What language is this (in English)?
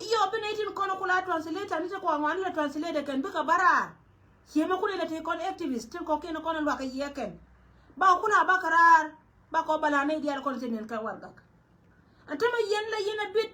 Nuer